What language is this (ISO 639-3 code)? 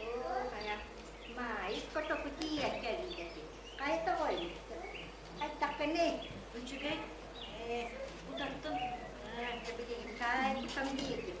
sah